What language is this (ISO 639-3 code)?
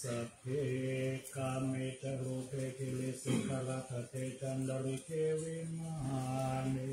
pli